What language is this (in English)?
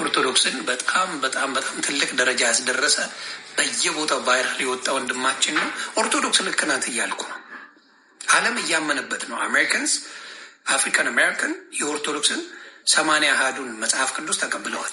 Amharic